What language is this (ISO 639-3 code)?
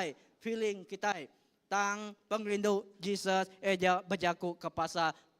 iba